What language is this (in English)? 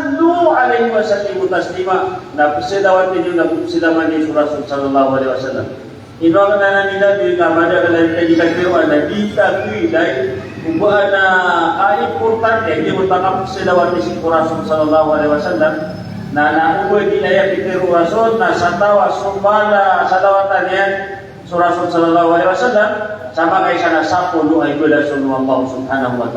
Maranao